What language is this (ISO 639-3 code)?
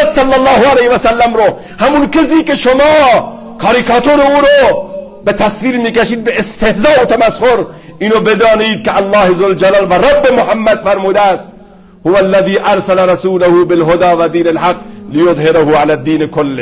fas